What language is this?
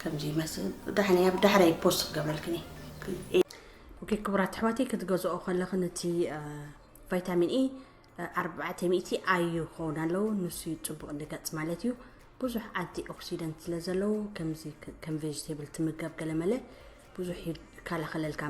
Tigrinya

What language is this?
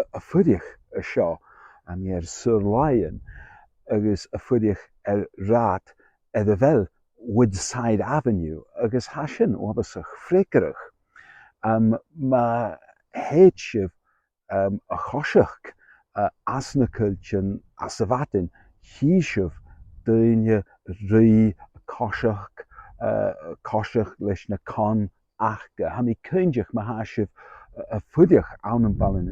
Scottish Gaelic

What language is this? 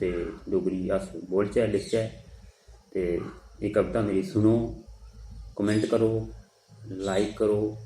Dogri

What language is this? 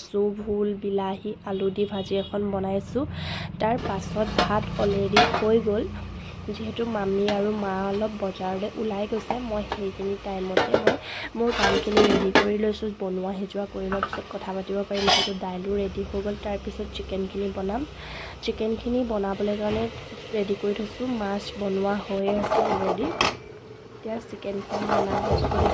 Assamese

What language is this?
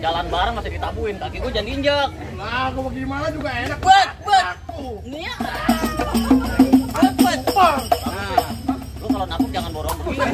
Betawi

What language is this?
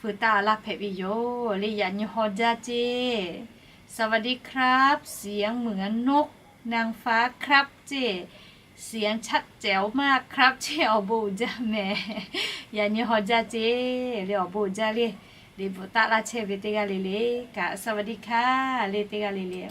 Lahu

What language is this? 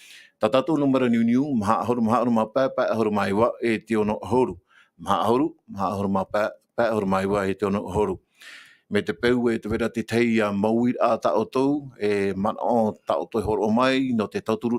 Tahitian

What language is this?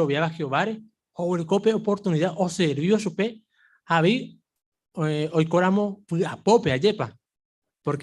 Guarani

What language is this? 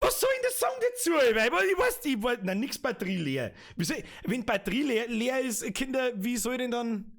Bavarian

